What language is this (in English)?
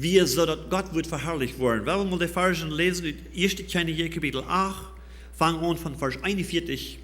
Plautdietsch